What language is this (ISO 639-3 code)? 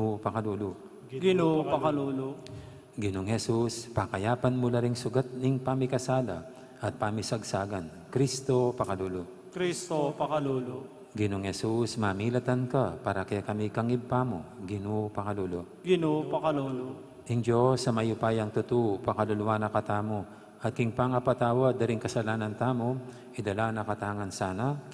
pam